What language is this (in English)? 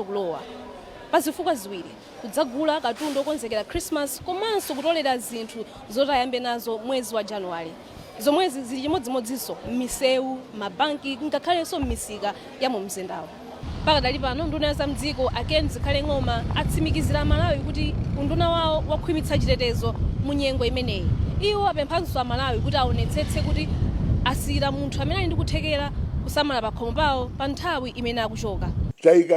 Nyanja